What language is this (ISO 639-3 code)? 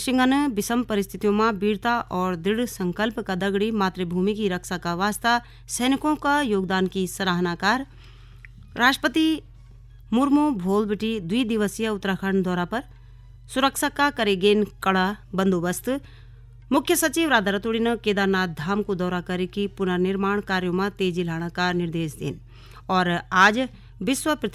gbm